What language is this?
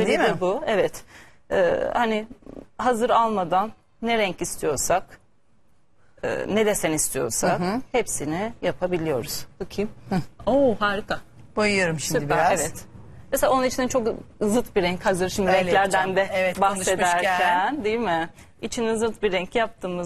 Turkish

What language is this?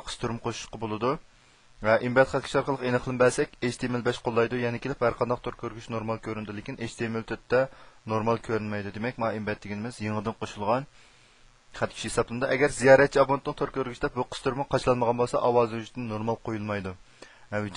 Uyghur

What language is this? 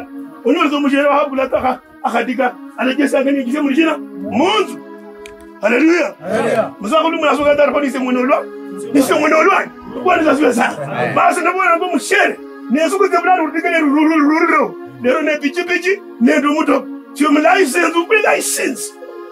Kabras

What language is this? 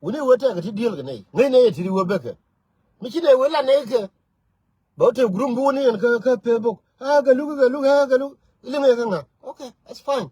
Nuer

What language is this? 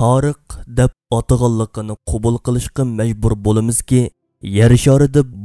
Uyghur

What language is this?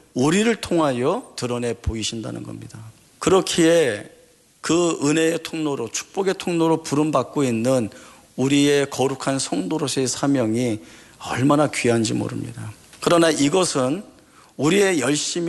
Korean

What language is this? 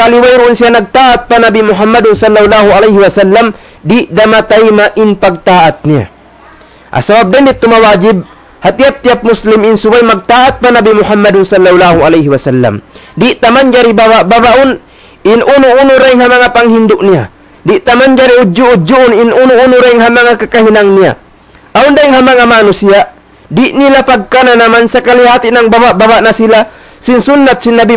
Tausug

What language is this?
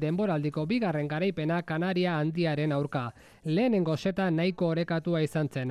Basque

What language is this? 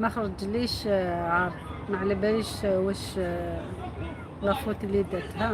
Algerian Arabic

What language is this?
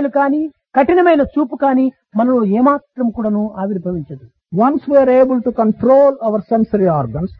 Telugu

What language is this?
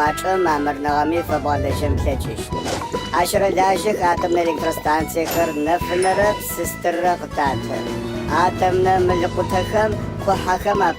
Adyghe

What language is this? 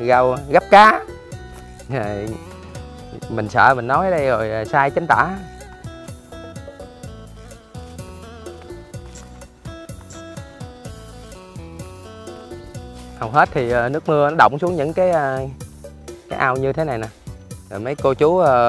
Vietnamese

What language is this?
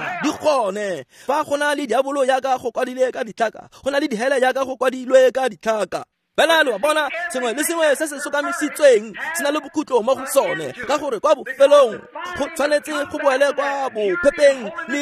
Tswana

